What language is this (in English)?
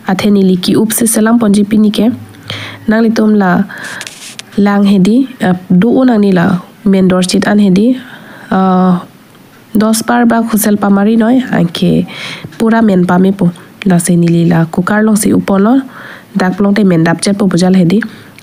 Karbi